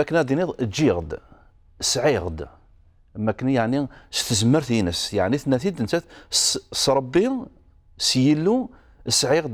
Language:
Kabyle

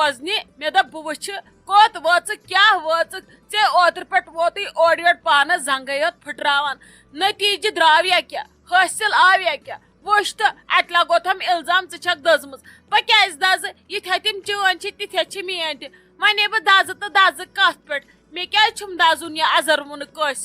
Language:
Kashmiri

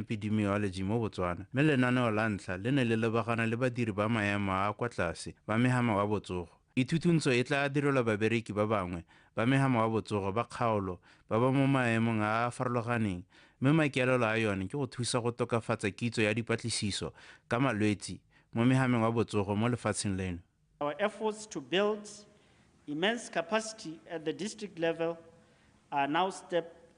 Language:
Tswana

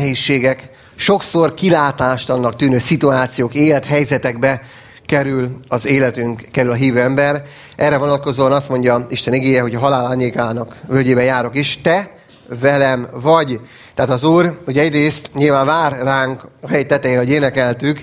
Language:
Hungarian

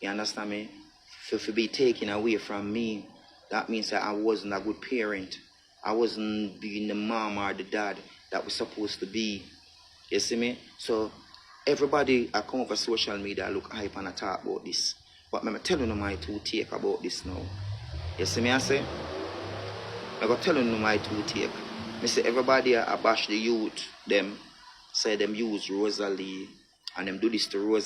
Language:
Jamaican Creole English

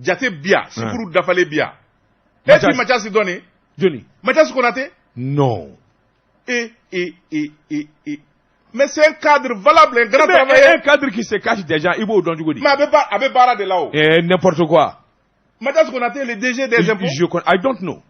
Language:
Bambara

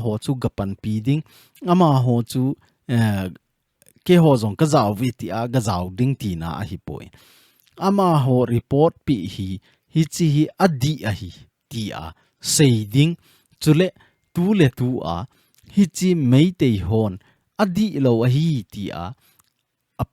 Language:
Thado Chin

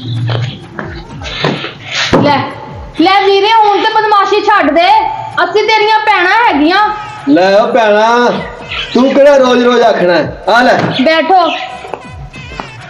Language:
Punjabi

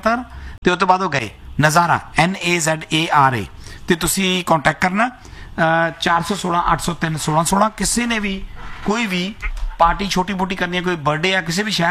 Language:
Punjabi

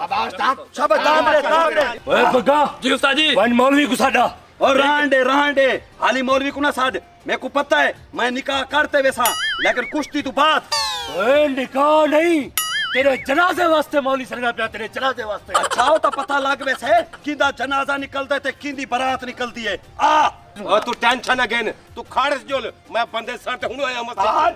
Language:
Saraiki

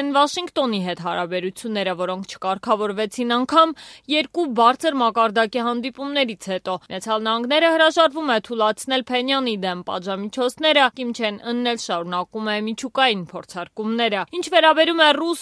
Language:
Armenian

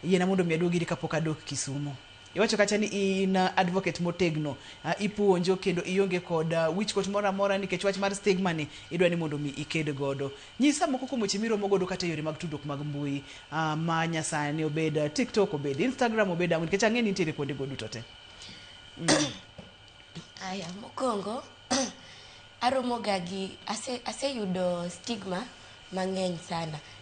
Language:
Luo (Kenya and Tanzania)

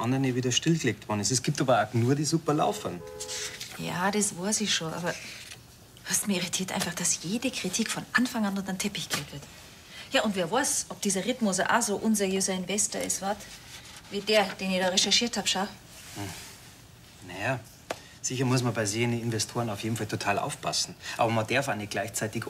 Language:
Bavarian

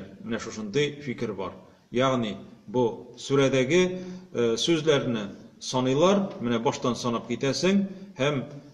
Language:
Tatar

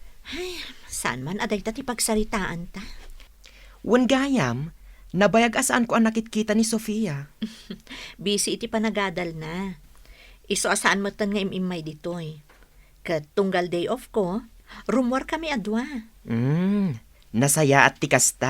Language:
Iloko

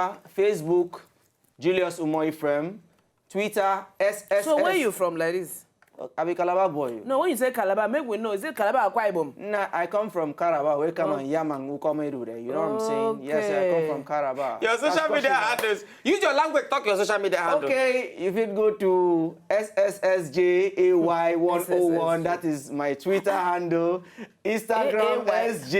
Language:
Nigerian Pidgin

